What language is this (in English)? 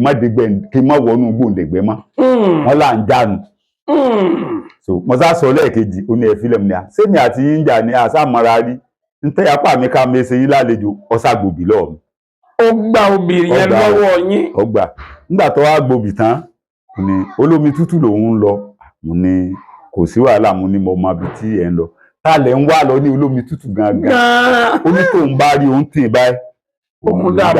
Yoruba